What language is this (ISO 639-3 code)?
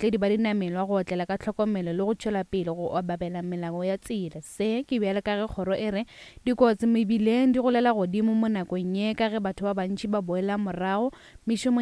nso